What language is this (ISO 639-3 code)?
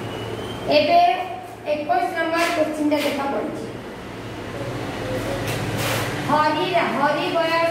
ori